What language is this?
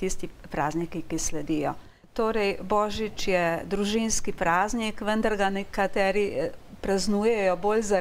Slovenian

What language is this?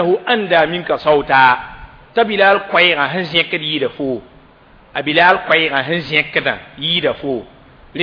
Mossi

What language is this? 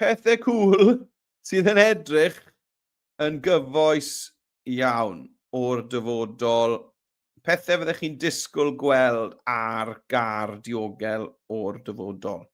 Welsh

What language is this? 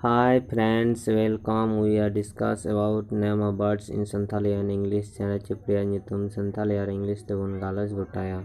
Santali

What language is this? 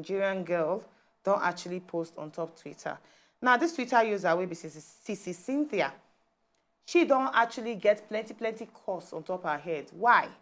Nigerian Pidgin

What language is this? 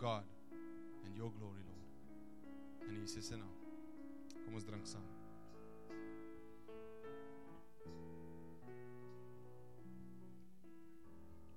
Afrikaans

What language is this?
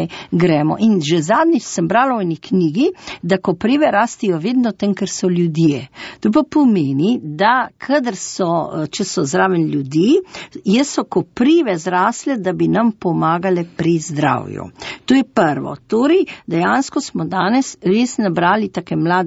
Slovenian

